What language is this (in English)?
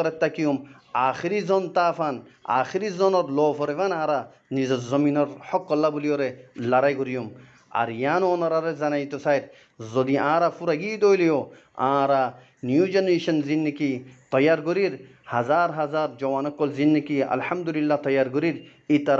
Rohingya